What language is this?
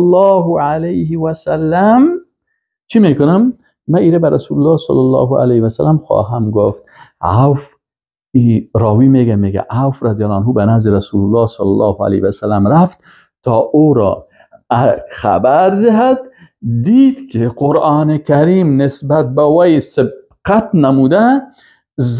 Persian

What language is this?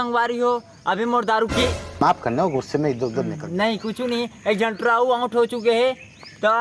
Chhattisgarhi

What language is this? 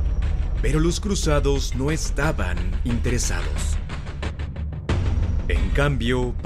Spanish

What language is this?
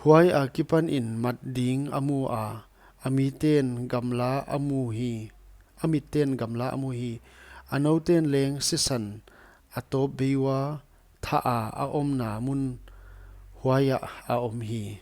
Paite Chin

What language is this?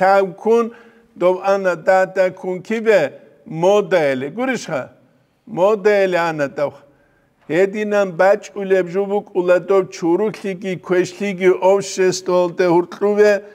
Avaric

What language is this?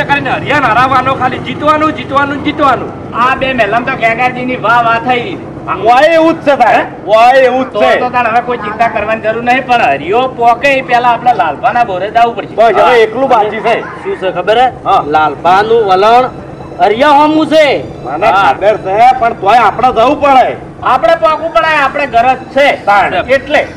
Gujarati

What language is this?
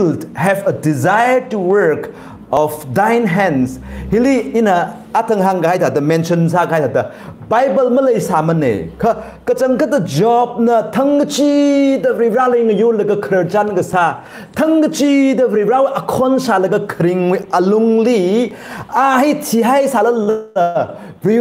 Tangkhul Naga (India)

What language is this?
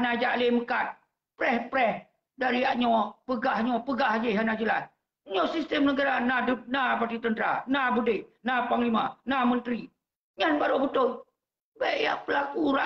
Achinese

